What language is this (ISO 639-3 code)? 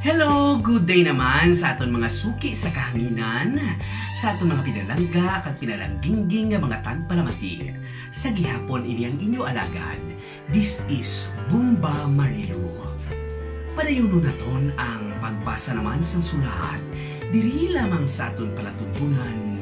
hil